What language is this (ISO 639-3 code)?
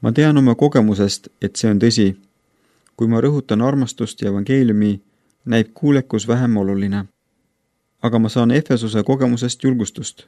est